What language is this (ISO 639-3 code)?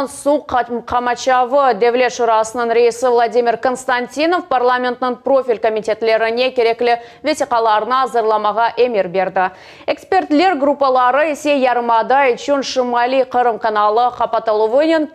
crh